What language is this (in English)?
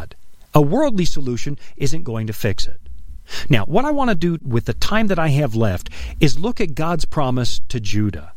English